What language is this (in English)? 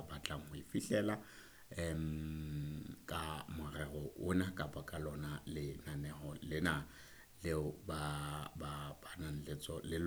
Southern Sotho